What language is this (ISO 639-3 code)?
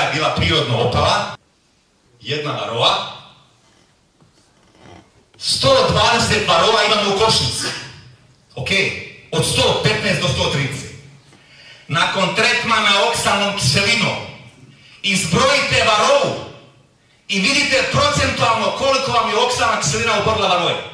hrv